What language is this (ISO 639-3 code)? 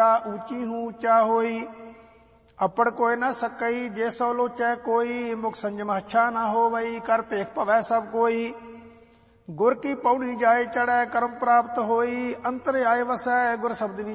pan